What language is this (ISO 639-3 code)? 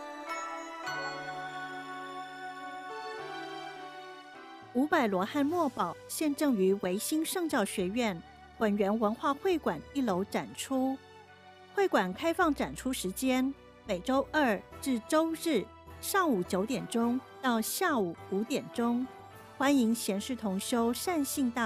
zho